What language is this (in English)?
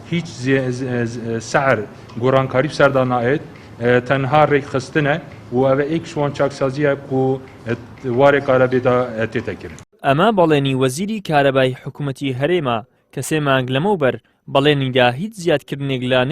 Central Kurdish